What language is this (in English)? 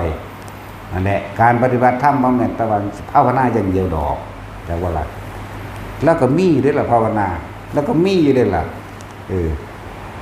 Northeastern Thai